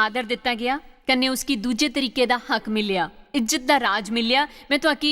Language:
Dogri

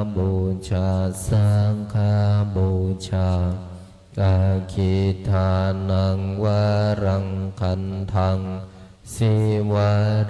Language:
Pali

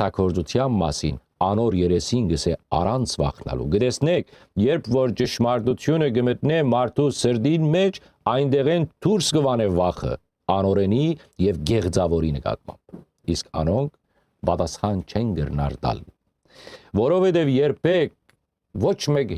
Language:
Western Armenian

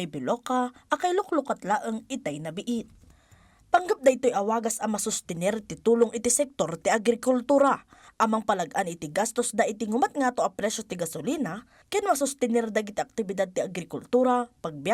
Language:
Iloko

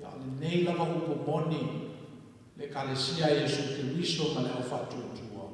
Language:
Samoan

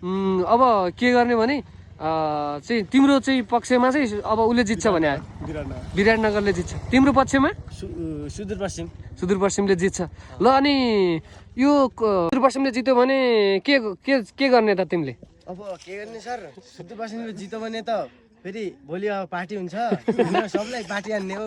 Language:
Nepali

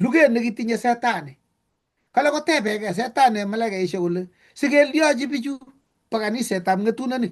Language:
Kalenjin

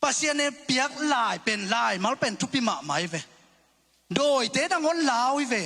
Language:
Tedim Chin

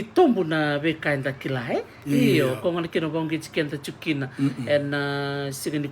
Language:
Fijian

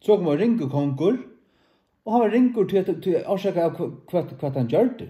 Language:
Faroese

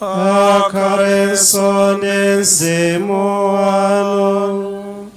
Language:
Nyanja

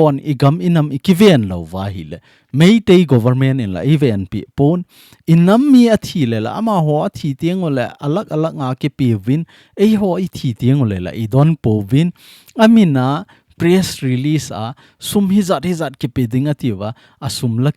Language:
Thado Chin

